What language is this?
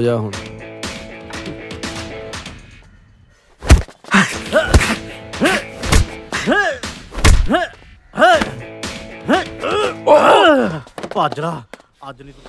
Punjabi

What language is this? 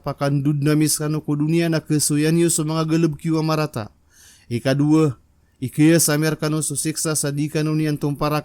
Maranao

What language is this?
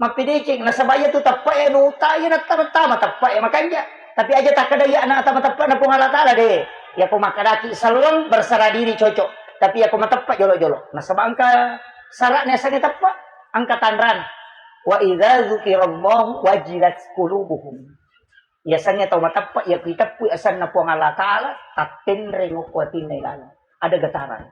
Buginese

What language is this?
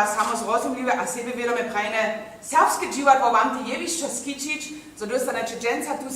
Upper Sorbian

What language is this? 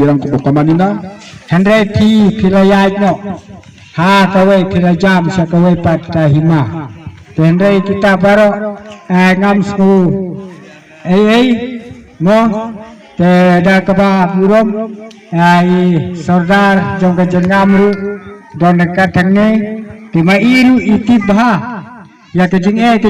Khasi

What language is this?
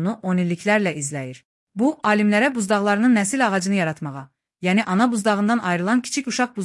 Azerbaijani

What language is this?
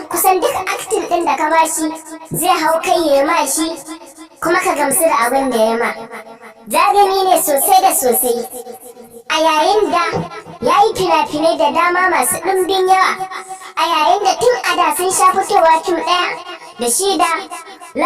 Hausa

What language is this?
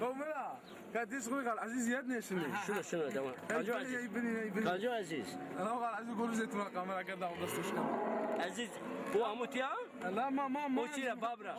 Zaza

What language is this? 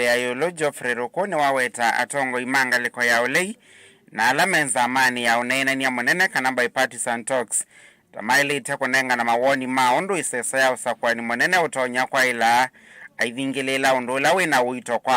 Kamba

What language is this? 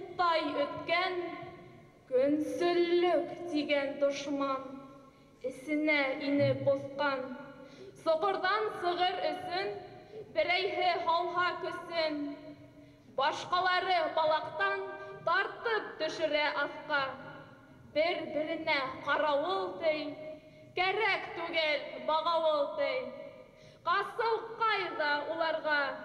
Bashkir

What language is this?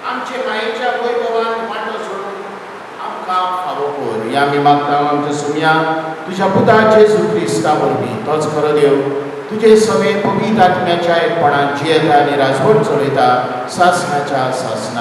Konkani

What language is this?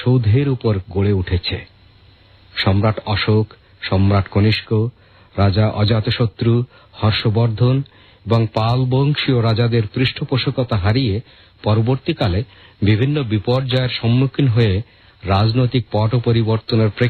Bangla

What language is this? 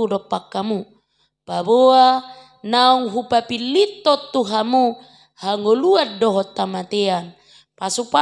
Batak Toba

